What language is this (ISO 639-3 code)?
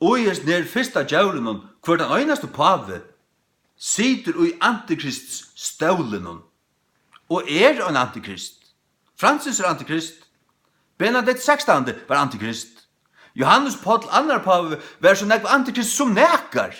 fao